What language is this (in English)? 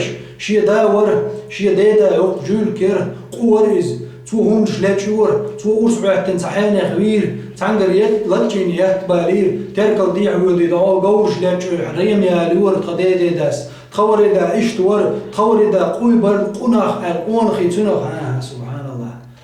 Chechen